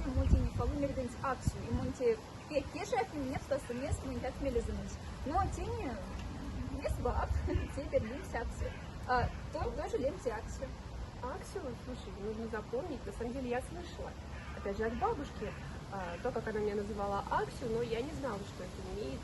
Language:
Moksha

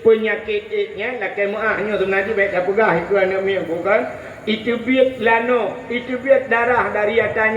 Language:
Achinese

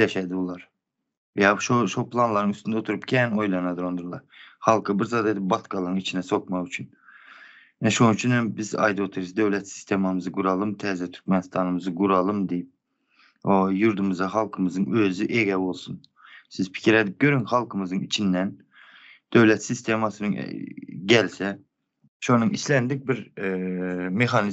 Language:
Turkmen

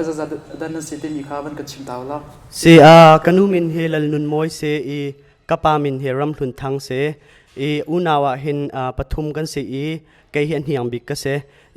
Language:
Hakha Chin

